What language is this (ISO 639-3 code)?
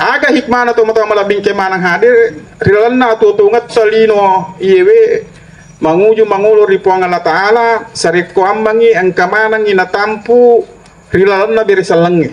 bug